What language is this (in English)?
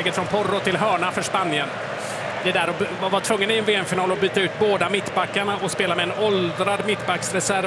Swedish